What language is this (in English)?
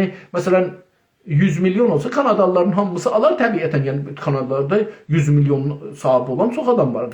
South Azerbaijani